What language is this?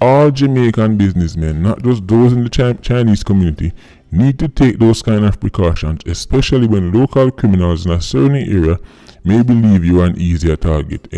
Jamaican Creole English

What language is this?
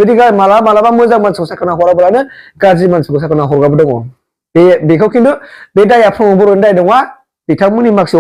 Bodo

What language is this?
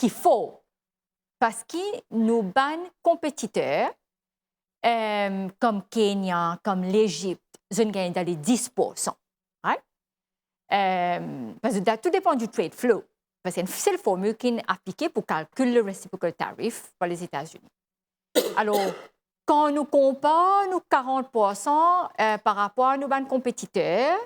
Morisyen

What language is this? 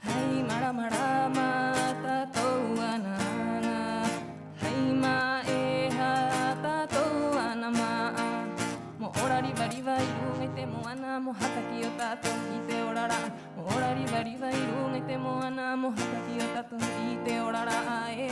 Rapanui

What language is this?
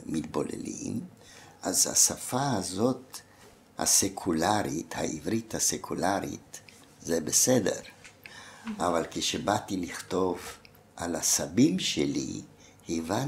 Hebrew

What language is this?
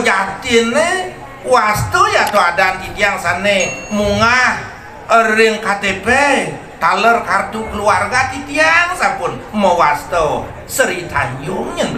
Balinese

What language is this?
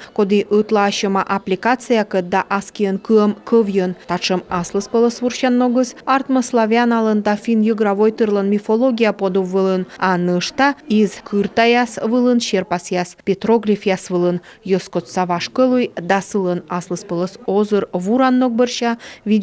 Komi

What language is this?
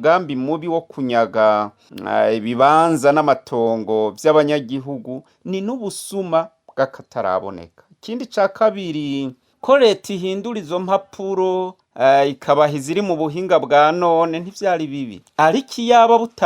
Rundi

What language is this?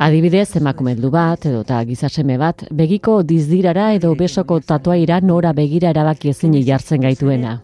Basque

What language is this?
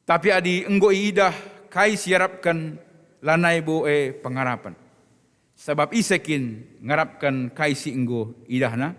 Batak Karo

